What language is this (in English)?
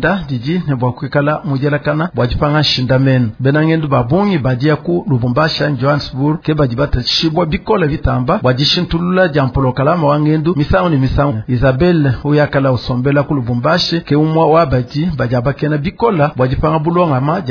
Luba-Lulua